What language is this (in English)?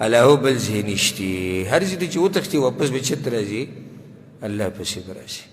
Pashto